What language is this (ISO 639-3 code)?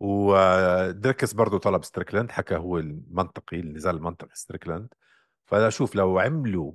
apc